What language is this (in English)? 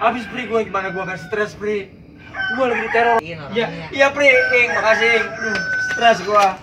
Betawi